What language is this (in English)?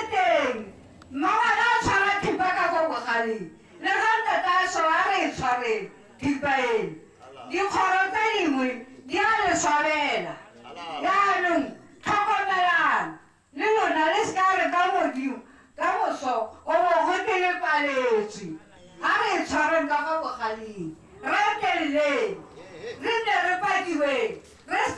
Tswana